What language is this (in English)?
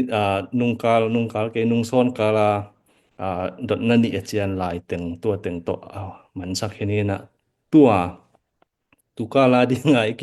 Tedim Chin